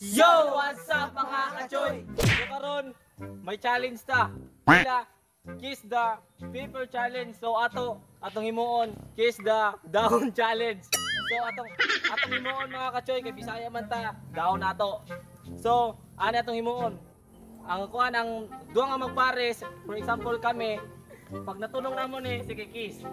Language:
Cebuano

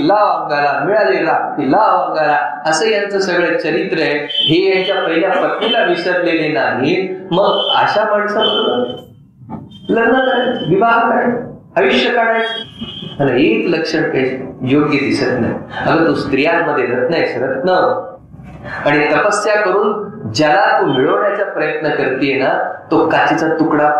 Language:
Marathi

